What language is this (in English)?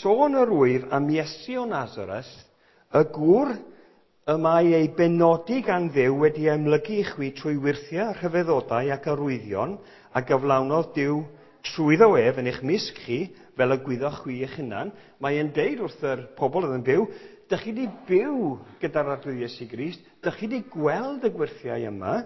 Welsh